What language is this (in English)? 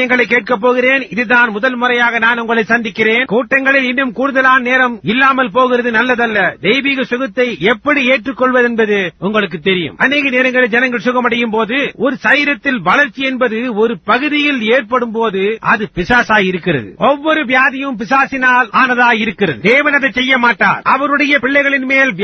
Tamil